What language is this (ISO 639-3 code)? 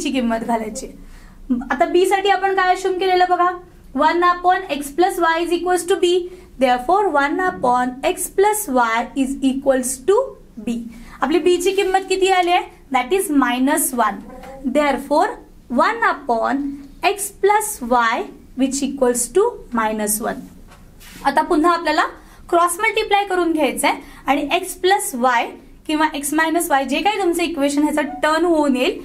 mar